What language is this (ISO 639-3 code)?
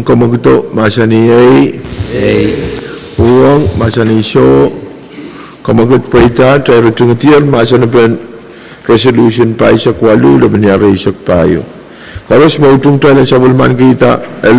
pon